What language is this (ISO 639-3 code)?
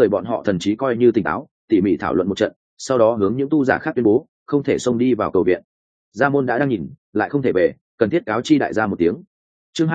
vie